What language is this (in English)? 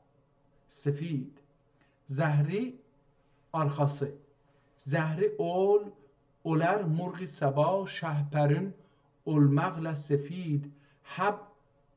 South Azerbaijani